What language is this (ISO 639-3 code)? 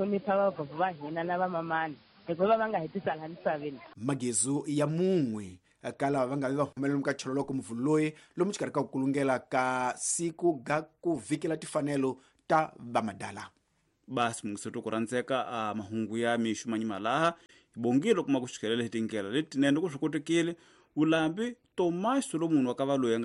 tso